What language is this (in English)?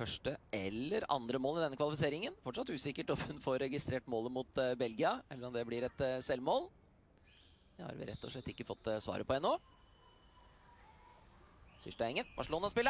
Norwegian